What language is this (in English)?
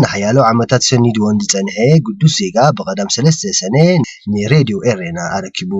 Tigrinya